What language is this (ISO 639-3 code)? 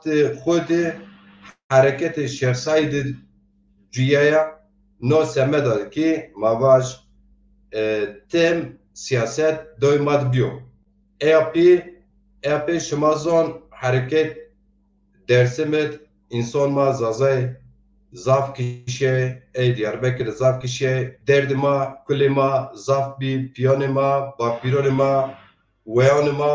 zza